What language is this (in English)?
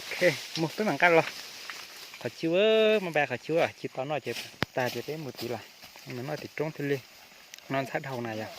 Hmong